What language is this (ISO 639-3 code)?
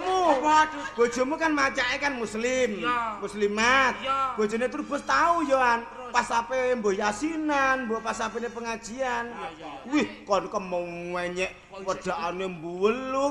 jav